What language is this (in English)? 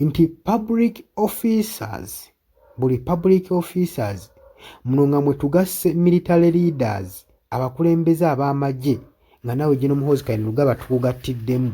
Ganda